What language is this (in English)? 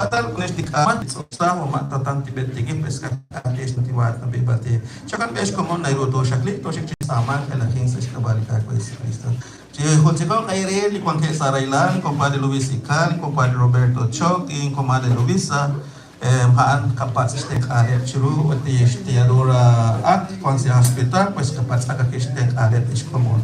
Kekchí